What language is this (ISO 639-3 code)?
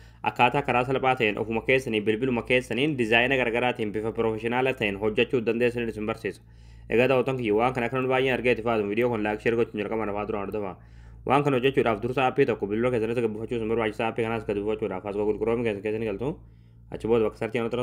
orm